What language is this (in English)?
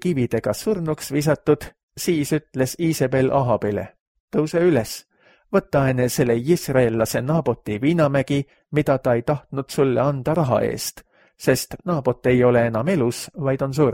Estonian